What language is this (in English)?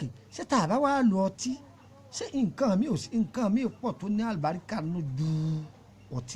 Yoruba